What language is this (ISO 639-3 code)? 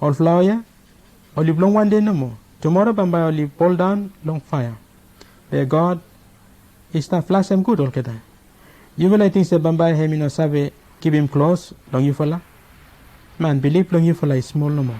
bis